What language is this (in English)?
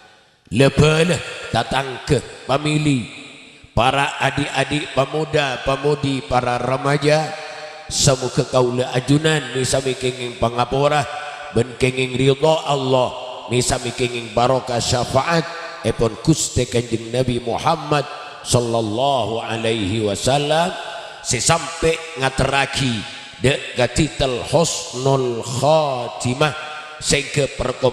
Madurese